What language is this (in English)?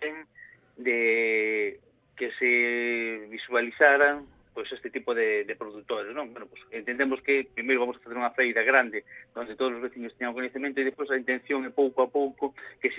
Galician